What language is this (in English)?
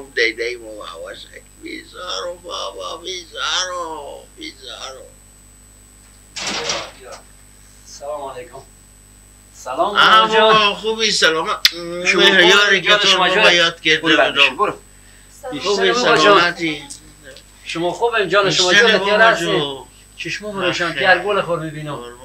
Persian